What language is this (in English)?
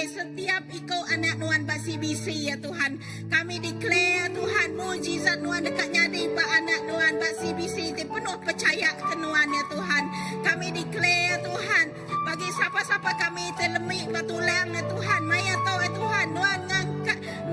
Iban